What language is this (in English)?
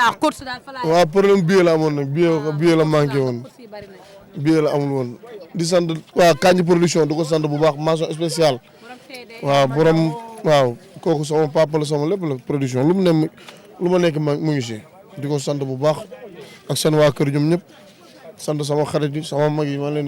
Wolof